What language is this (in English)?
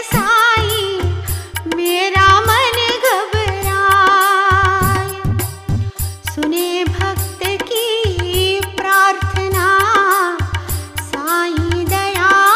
Hindi